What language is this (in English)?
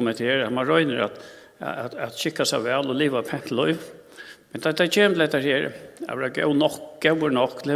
Faroese